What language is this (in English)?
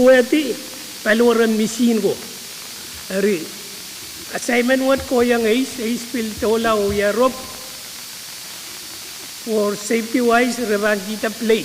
Pohnpeian